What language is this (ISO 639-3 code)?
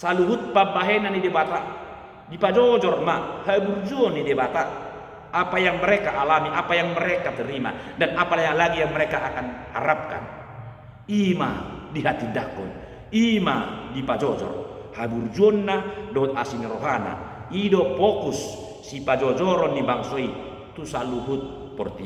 bbc